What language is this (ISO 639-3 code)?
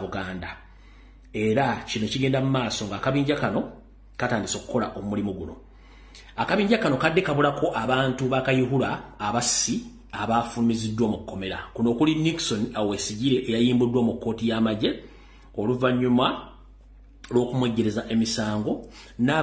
lug